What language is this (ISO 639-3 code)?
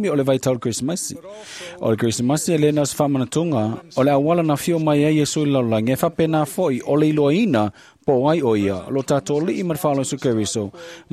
smo